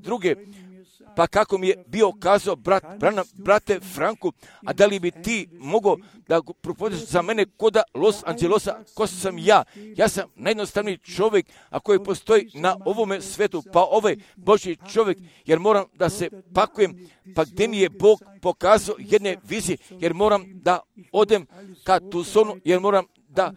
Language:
Croatian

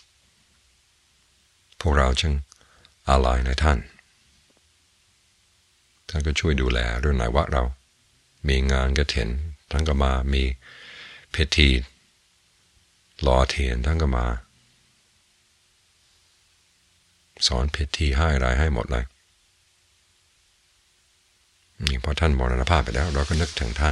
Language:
Thai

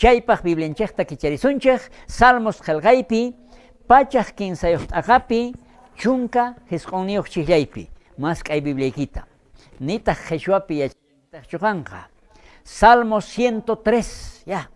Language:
South Bolivian Quechua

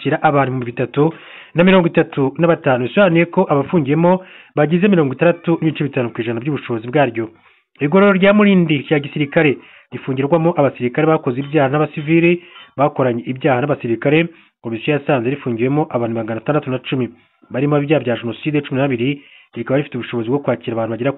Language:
Kinyarwanda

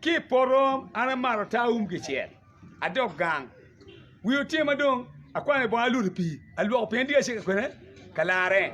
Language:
Acoli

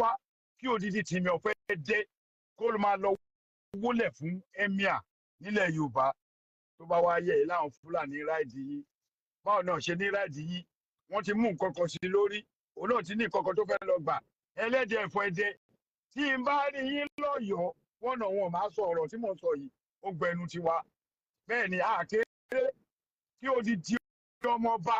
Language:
Yoruba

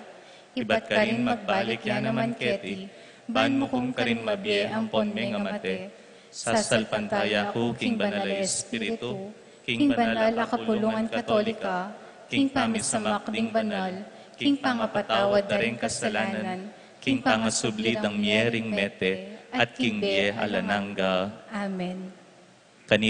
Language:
Pampanga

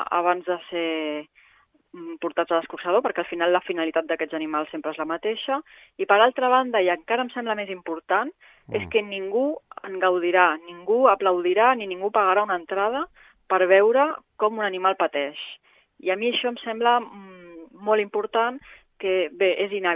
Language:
Catalan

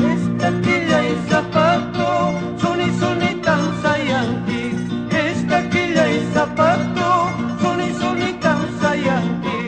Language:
Ayacucho Quechua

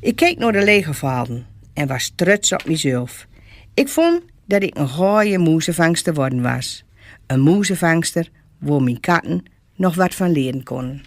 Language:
Gronings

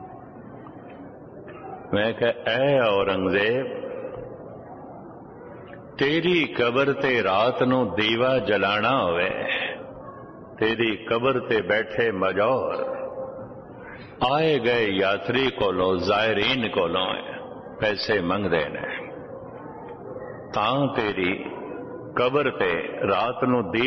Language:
Punjabi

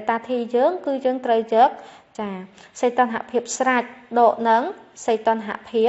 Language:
Khmer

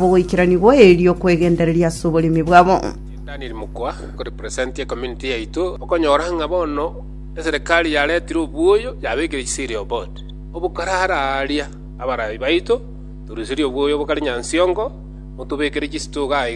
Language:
Gusii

